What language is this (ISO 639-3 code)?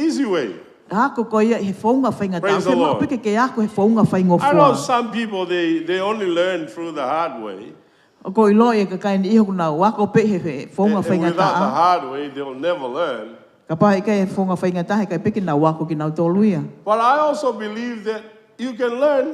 ton